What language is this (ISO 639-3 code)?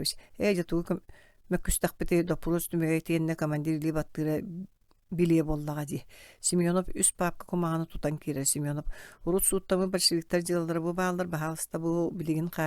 sah